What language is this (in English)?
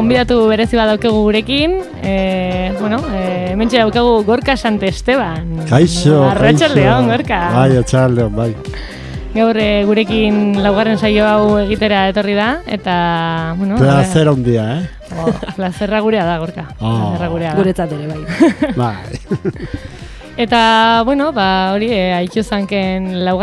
Basque